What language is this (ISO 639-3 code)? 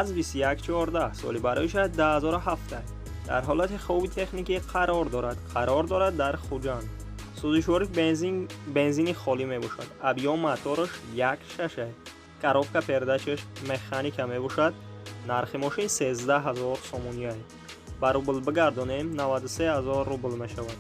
tgk